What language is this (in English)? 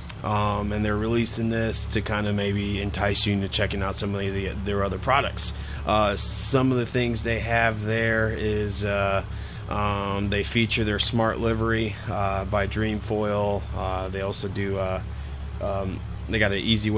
English